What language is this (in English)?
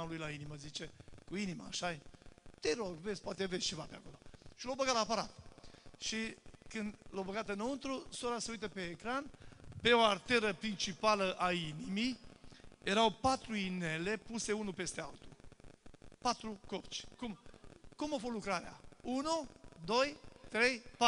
Romanian